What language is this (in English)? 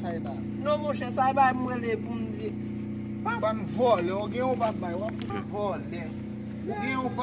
Haitian Creole